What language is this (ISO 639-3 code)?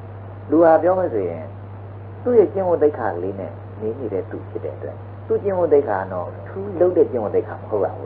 mya